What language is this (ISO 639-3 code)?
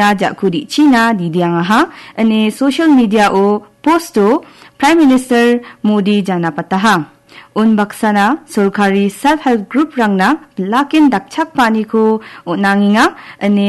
grt